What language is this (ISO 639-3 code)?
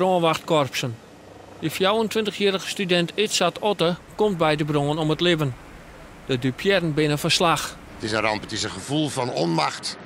fry